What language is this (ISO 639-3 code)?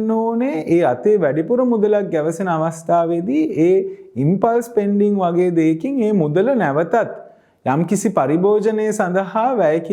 sin